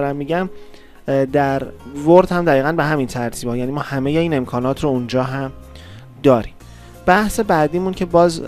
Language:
Persian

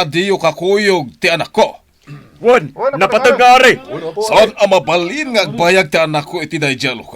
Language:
Iloko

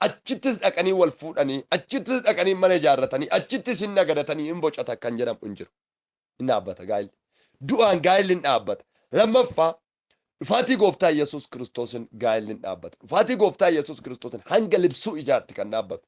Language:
Oromo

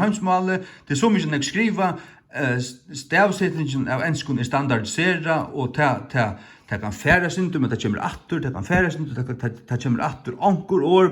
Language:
Faroese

